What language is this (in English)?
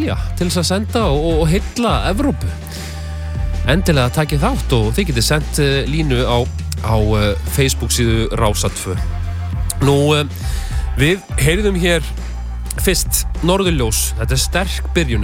Icelandic